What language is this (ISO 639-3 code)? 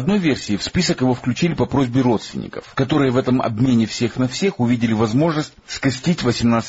rus